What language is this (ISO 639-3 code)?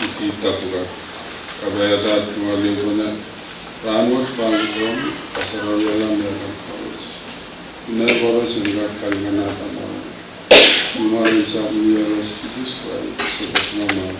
pon